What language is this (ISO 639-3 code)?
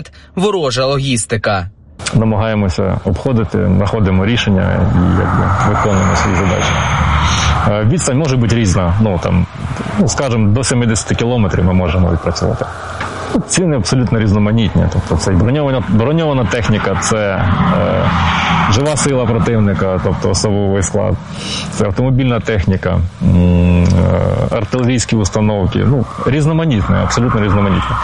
ukr